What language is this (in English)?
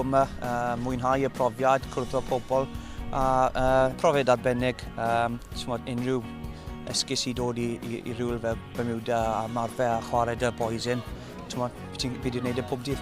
Welsh